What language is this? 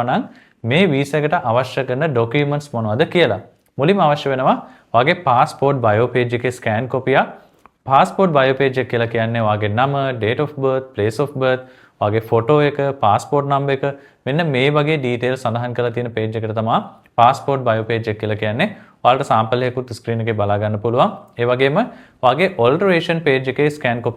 Sinhala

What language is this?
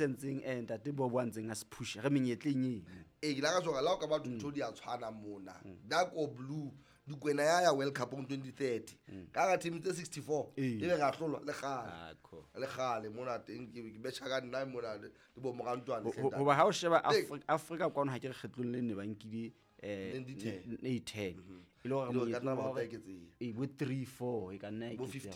Southern Sotho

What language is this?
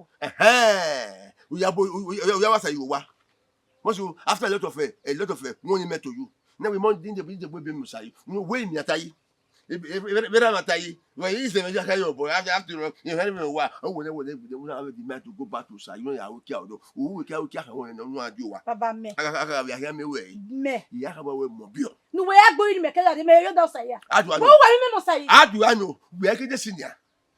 Bini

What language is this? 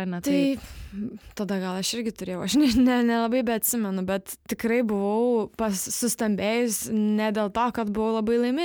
Lithuanian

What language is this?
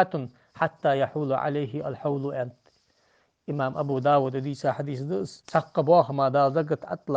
Ingush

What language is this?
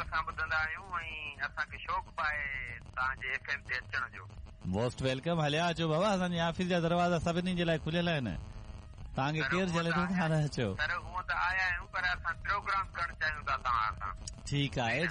Sindhi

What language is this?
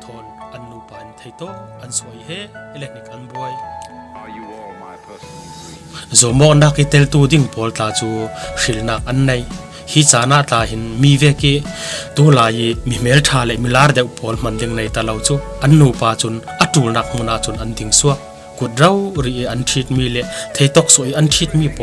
Falam Chin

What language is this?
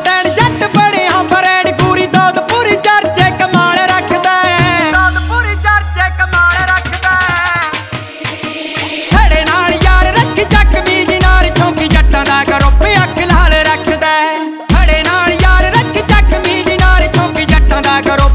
Punjabi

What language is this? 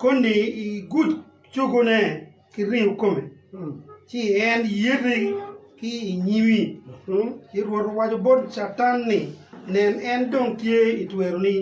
Acoli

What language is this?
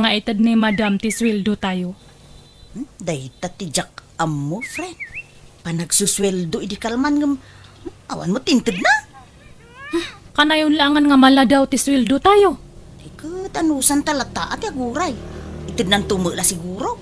Iloko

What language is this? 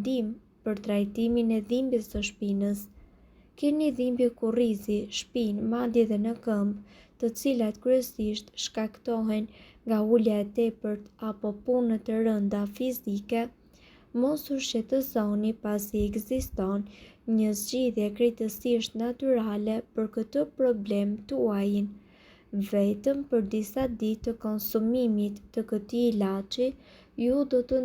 Albanian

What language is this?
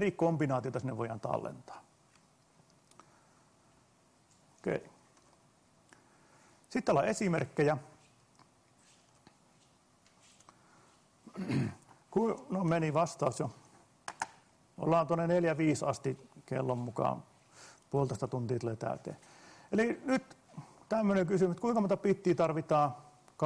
Finnish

